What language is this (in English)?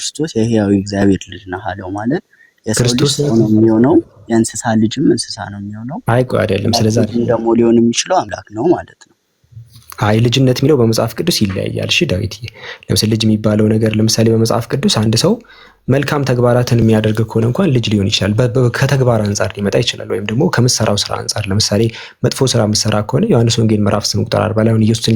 Amharic